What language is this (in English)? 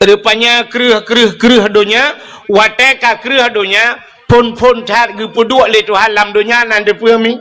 Achinese